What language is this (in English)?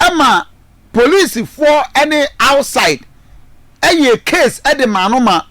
Akan